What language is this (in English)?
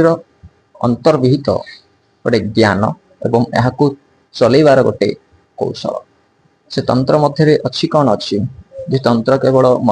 Odia